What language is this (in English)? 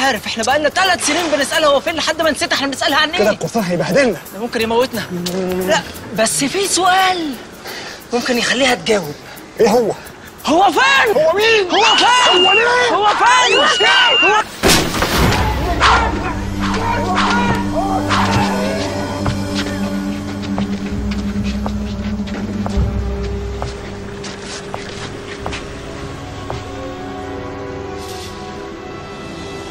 Egyptian Arabic